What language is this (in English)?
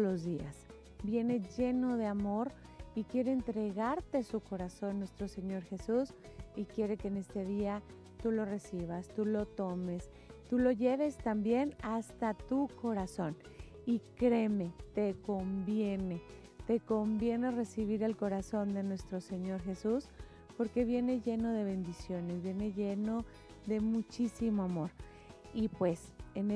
Spanish